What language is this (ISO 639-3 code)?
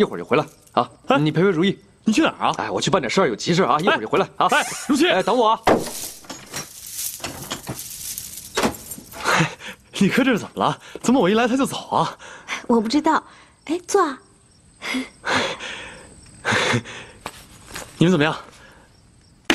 zho